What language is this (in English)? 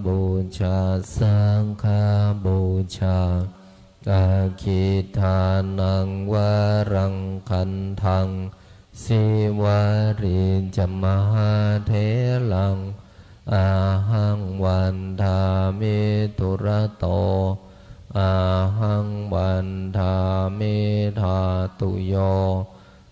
Pali